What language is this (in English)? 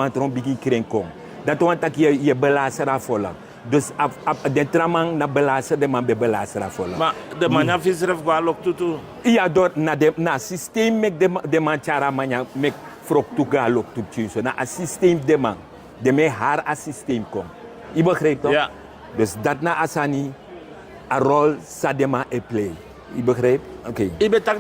Sranan Tongo